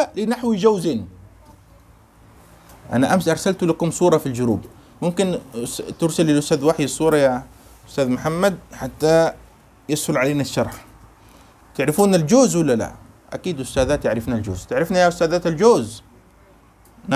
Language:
Arabic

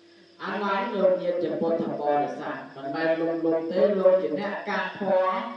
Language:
Khmer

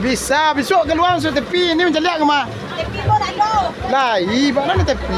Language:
Minangkabau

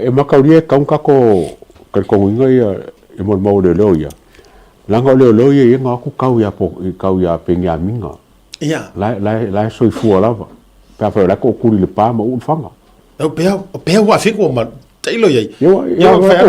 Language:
Samoan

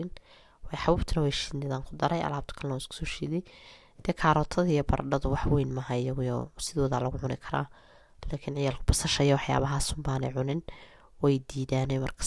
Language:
Somali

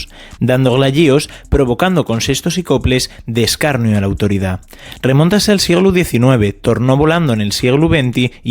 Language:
Asturian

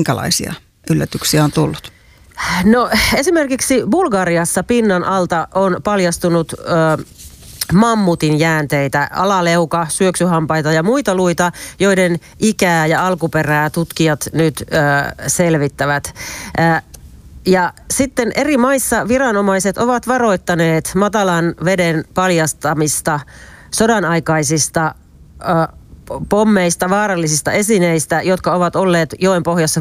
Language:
Finnish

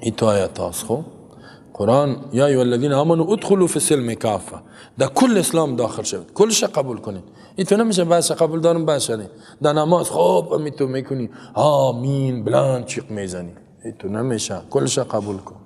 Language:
Persian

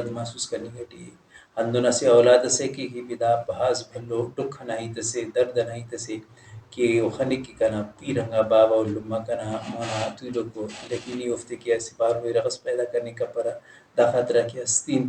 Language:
Brahui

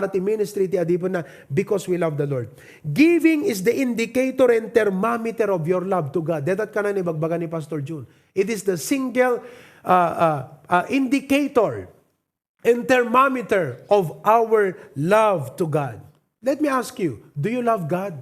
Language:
Iloko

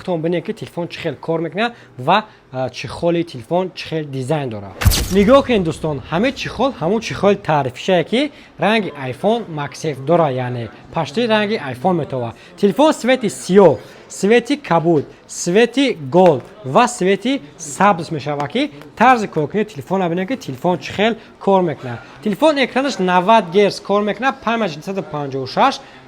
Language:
Tajik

